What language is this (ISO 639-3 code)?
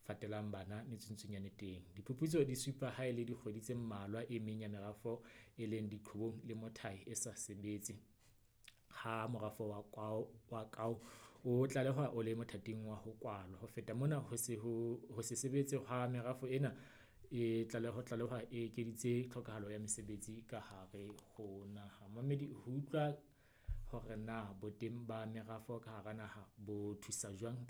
sot